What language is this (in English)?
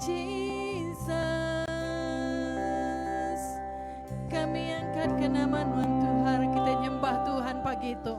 Iban